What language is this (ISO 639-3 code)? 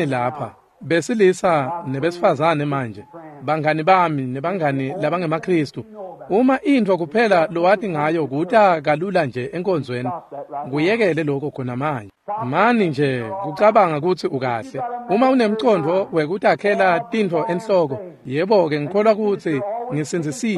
ssw